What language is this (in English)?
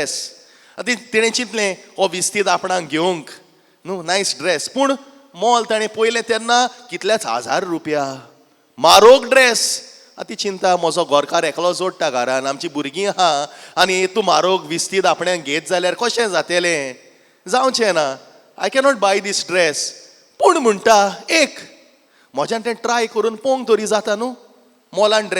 Konkani